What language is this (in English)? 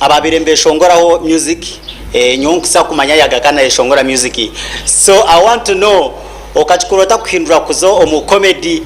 Nyankole